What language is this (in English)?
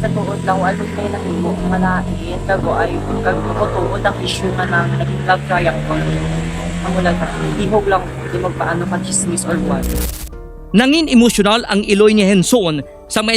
Hiligaynon